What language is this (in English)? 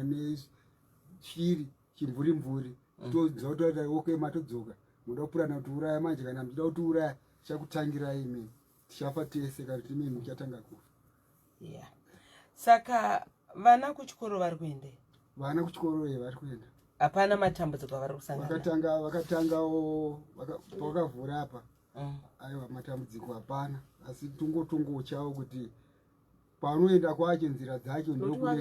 Shona